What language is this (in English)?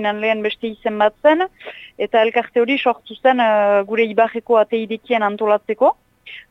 Basque